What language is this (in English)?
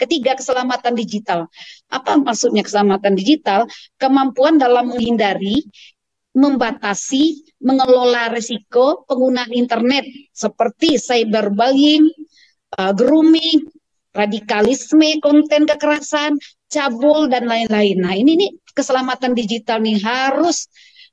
Indonesian